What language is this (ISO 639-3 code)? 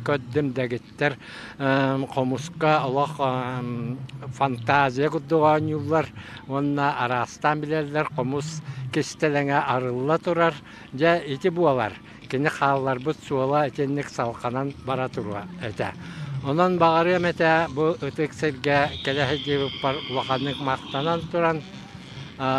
sah